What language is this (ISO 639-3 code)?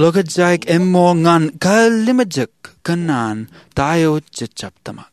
mah